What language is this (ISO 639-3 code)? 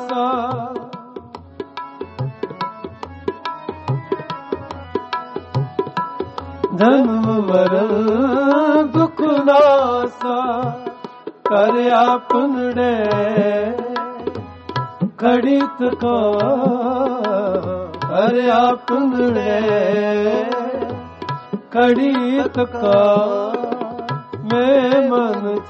pan